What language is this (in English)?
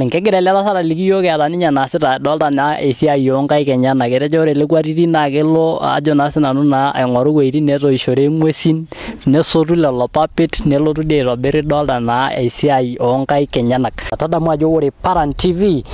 Masai